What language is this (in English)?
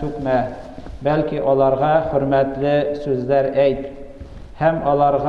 Tatar